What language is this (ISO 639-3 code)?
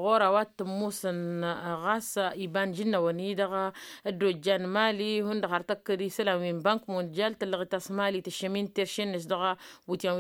taq